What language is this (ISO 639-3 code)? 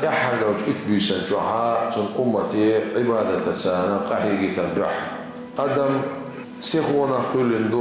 che